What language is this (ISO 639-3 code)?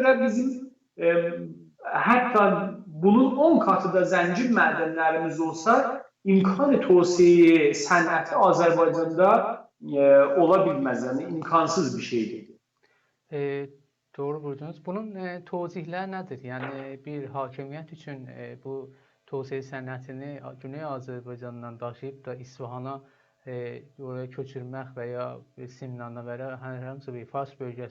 azb